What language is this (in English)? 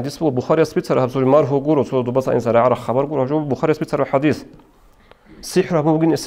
Avaric